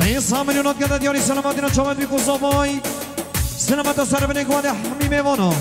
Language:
Kurdish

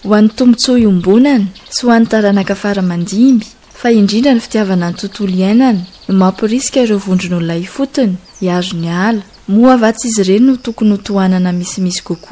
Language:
Malagasy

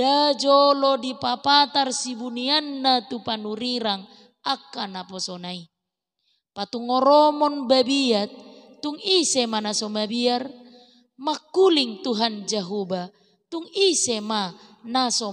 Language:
Batak Toba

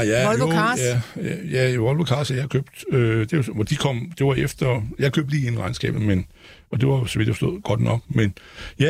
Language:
Danish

